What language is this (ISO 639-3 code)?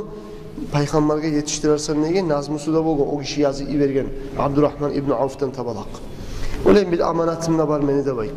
kum